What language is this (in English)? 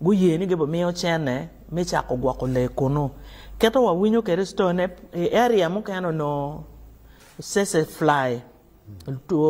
Acoli